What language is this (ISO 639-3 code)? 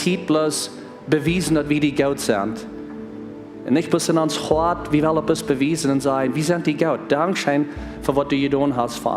pdt